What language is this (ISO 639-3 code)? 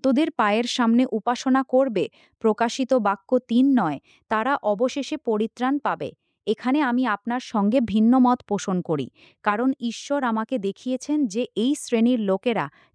ben